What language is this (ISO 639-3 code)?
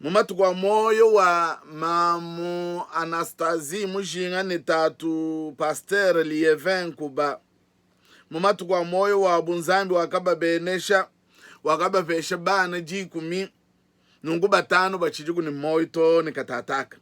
lua